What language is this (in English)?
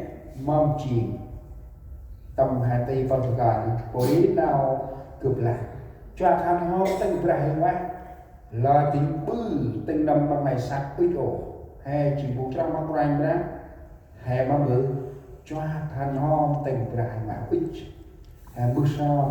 Central Mnong